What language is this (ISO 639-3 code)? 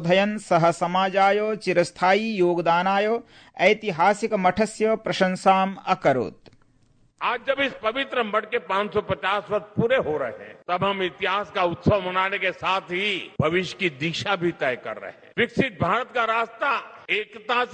san